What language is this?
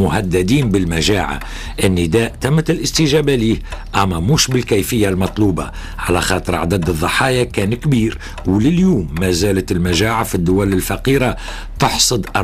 Tunisian Arabic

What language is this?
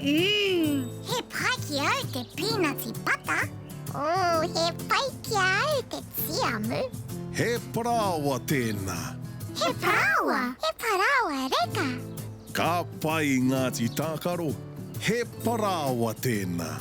Māori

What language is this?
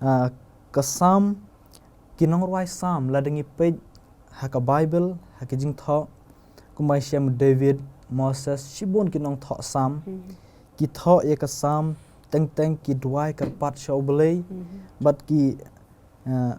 Khasi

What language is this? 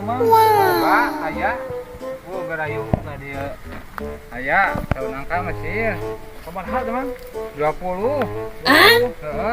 Sundanese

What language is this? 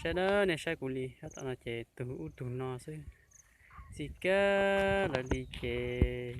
Hmong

